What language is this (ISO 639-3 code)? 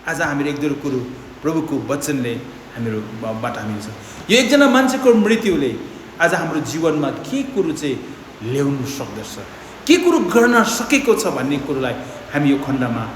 nep